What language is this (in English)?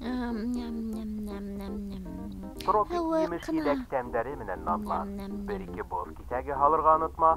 Bashkir